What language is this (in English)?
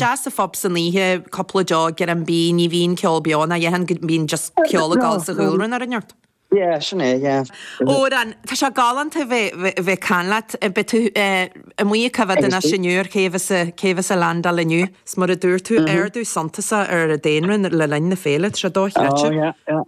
Irish